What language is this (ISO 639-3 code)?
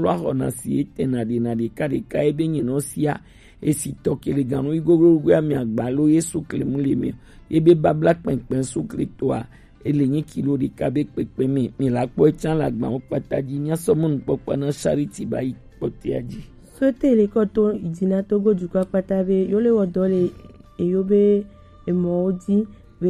gej